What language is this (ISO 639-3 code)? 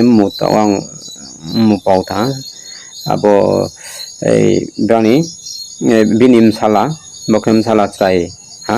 ria